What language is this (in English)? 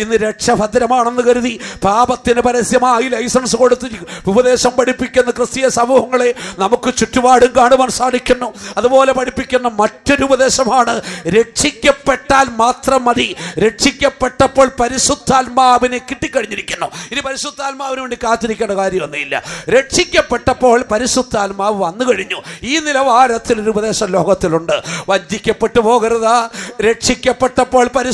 Malayalam